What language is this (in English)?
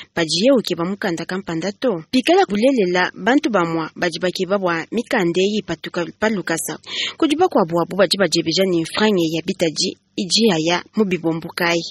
Luba-Lulua